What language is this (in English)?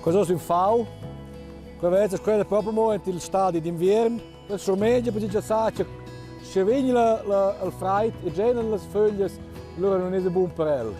Romansh